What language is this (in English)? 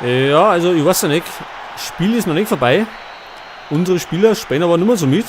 Bavarian